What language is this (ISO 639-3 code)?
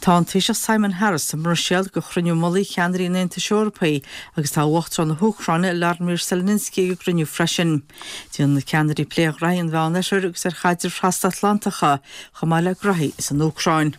gle